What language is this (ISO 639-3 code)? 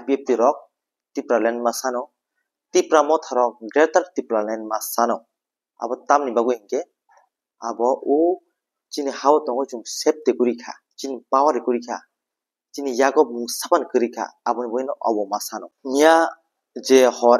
trp